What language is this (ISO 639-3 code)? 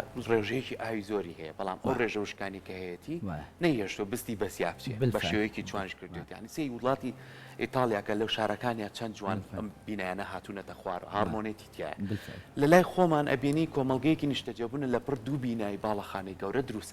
ckb